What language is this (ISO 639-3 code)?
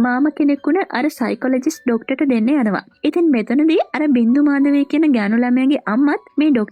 sin